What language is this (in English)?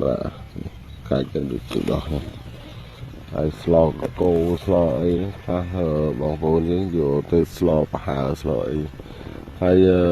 Khmer